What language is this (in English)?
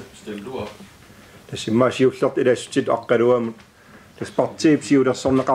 Kalaallisut